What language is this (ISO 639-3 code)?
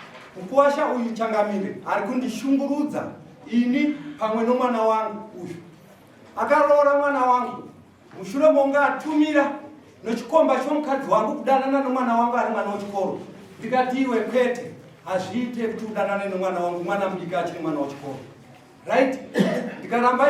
sna